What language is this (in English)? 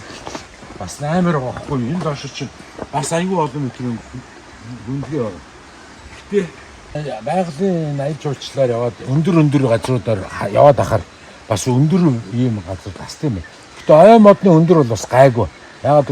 Mongolian